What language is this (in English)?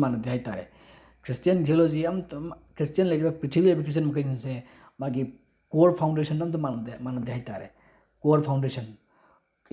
Manipuri